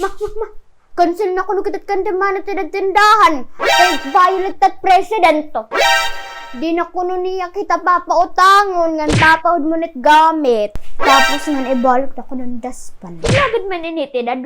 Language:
Waray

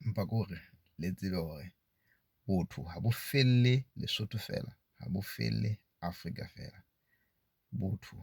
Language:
Southern Sotho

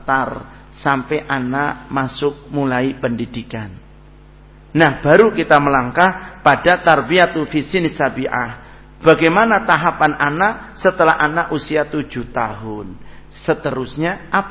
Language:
Indonesian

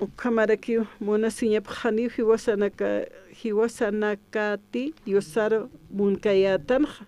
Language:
Aymara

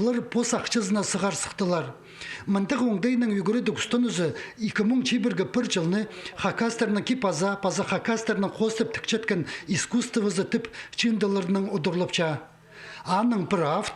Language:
Khakas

